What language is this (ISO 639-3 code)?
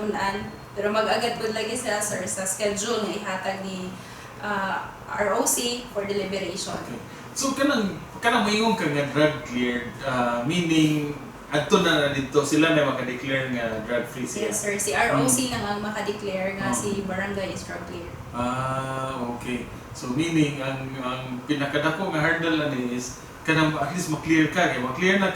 ceb